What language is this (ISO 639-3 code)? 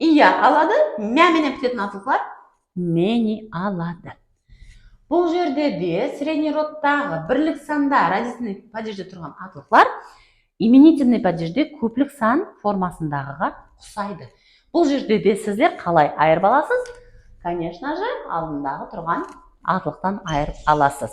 kaa